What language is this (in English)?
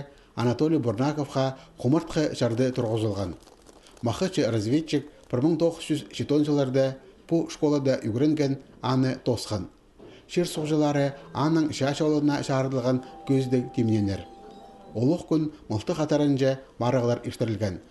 Khakas